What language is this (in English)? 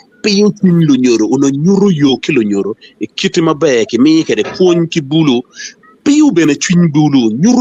Acoli